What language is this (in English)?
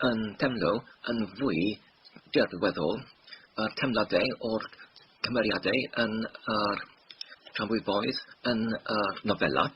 Welsh